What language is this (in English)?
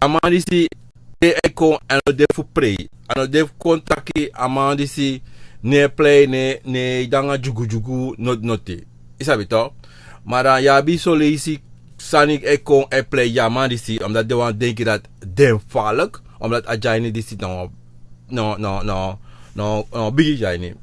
Sranan Tongo